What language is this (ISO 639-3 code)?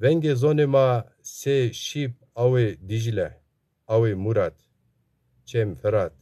zza